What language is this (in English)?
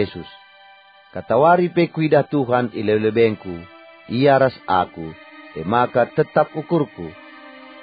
Batak Karo